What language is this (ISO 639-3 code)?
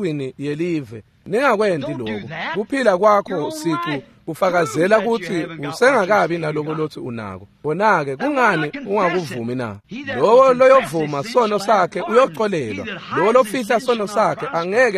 ssw